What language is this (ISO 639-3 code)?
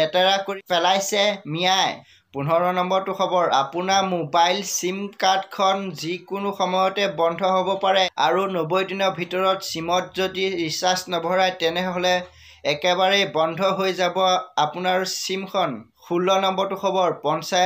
asm